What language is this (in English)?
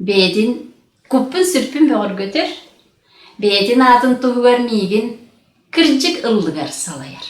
Yakut